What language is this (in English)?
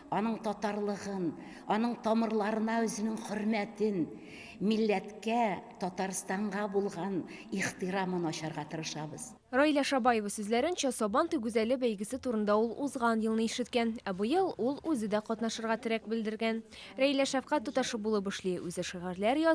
Tatar